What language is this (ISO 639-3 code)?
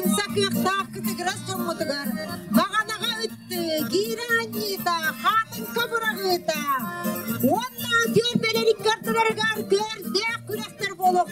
sah